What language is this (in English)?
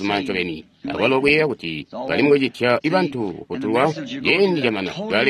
Tonga (Zambia)